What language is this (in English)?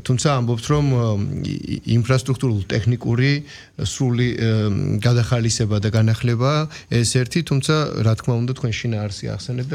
Georgian